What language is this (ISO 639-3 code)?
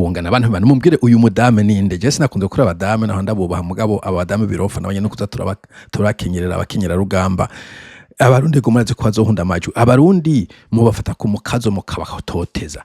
run